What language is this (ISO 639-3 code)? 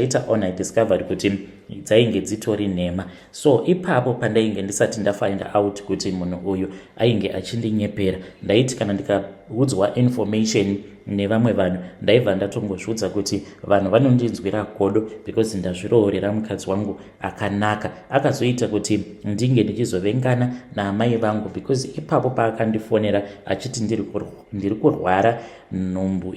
sna